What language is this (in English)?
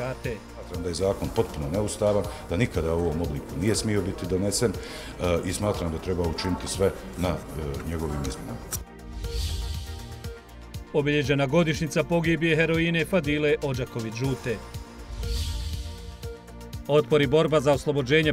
Bosnian